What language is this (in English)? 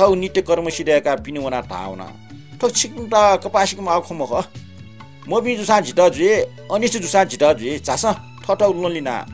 Newari